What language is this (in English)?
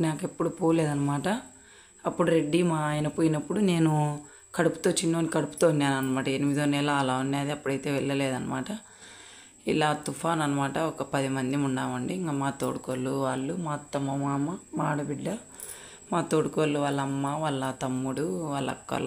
Telugu